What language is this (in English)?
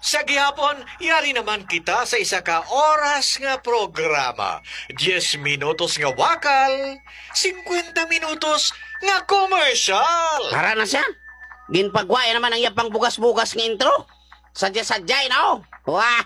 Hiligaynon